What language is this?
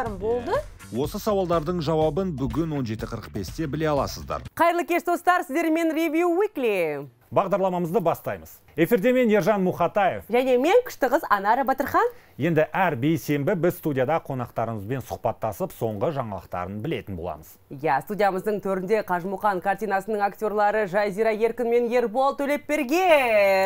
Kazakh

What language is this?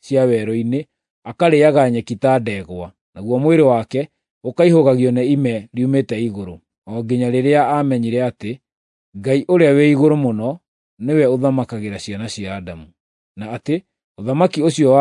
Kikuyu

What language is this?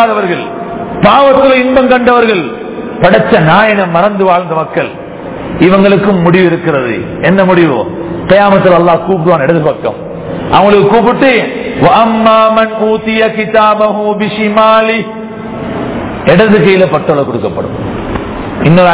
Tamil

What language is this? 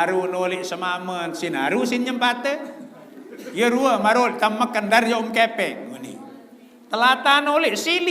Sasak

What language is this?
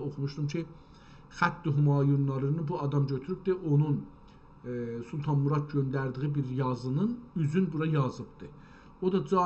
South Azerbaijani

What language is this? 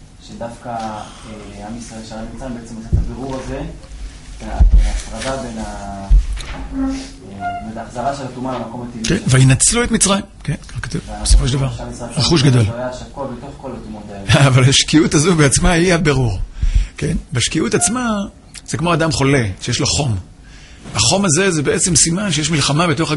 Hebrew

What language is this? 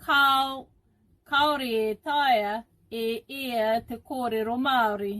Māori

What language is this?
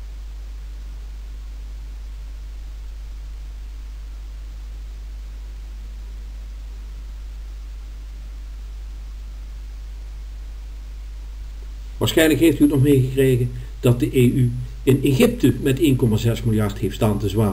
Dutch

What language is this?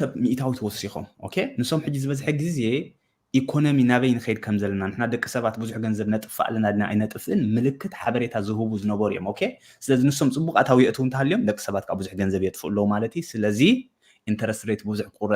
Tigrinya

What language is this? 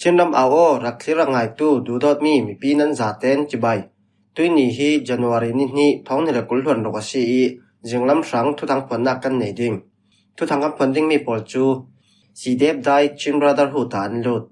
Falam Chin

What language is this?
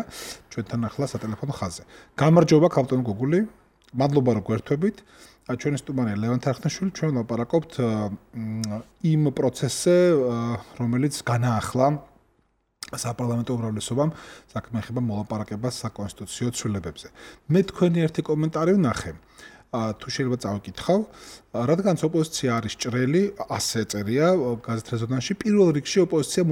Georgian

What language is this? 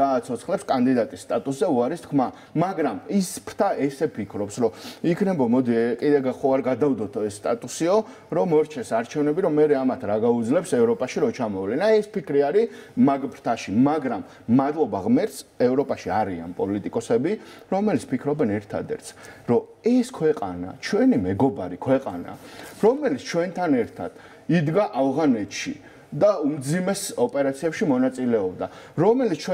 Georgian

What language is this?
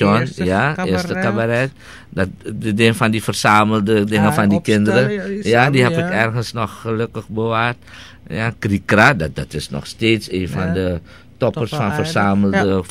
Dutch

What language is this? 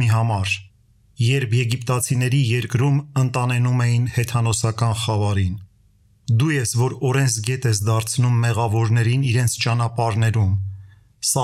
Armenian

